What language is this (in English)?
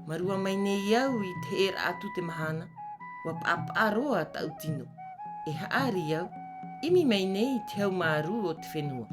Tahitian